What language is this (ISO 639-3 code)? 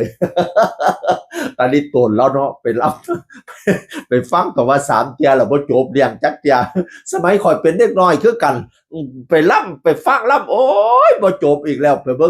tts